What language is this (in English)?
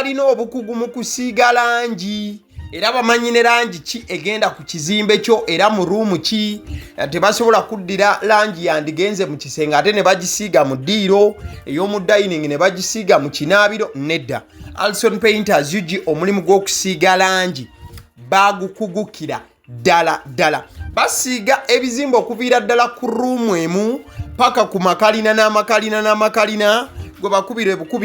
Ganda